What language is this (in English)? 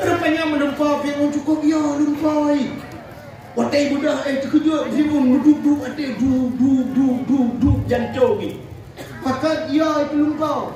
Achinese